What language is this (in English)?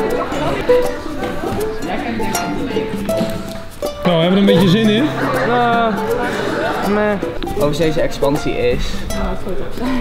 Dutch